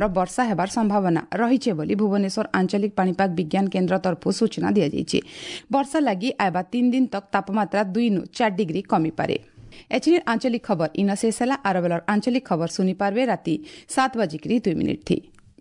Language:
Odia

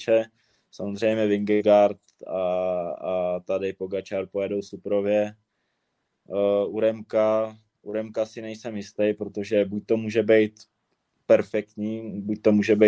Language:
Czech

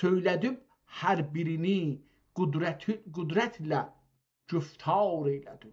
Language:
South Azerbaijani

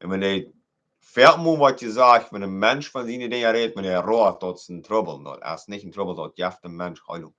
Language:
Plautdietsch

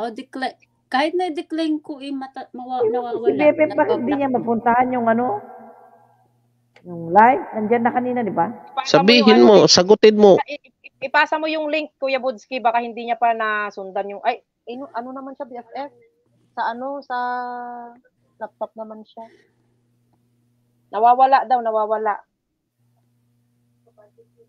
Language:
Filipino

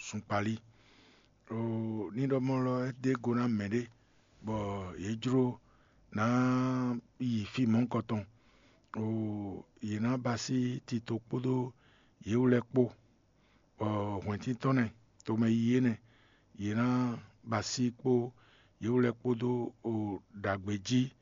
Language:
Fon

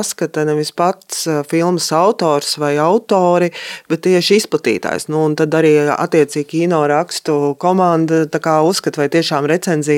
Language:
Latvian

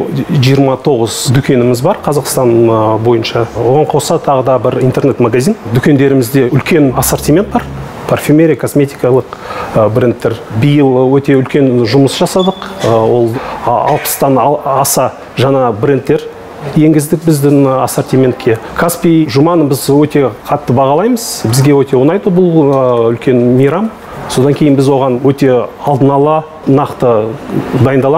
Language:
Kazakh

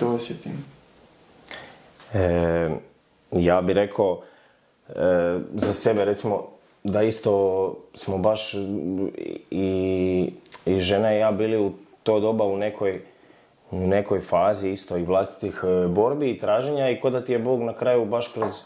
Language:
Croatian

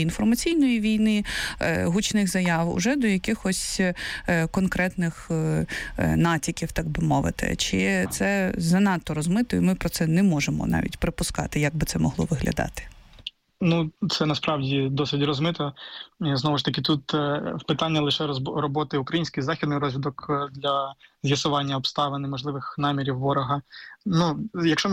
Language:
Ukrainian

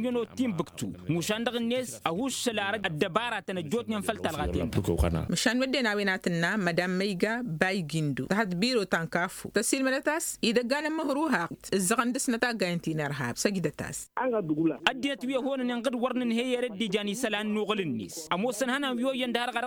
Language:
Tamasheq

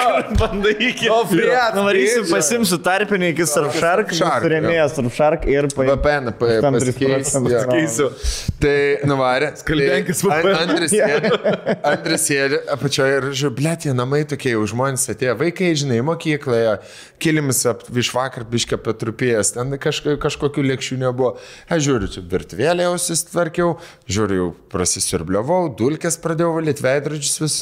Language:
Lithuanian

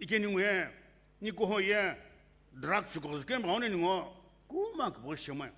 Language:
Sumi Naga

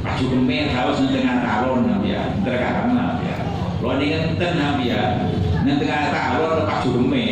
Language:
Madurese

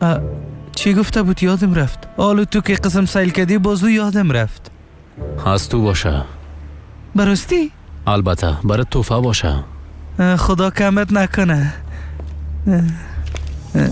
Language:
Persian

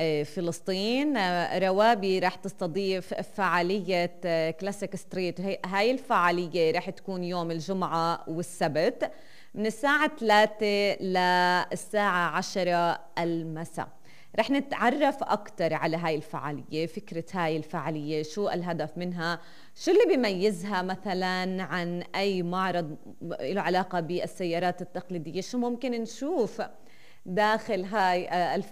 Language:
North Levantine Arabic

